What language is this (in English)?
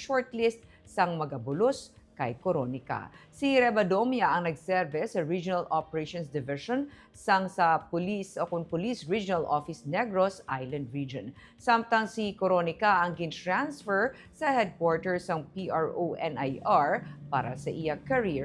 Hiligaynon